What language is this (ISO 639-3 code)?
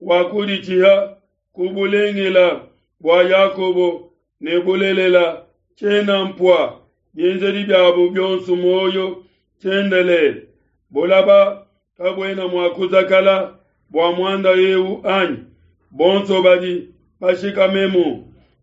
lua